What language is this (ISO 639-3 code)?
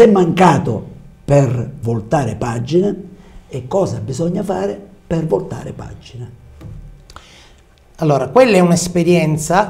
ita